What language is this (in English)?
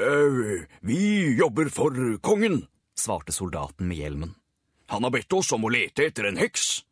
Norwegian